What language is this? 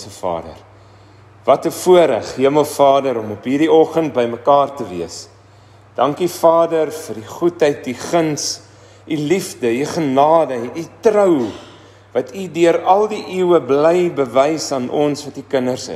Afrikaans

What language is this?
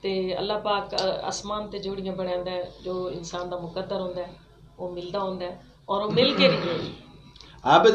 Saraiki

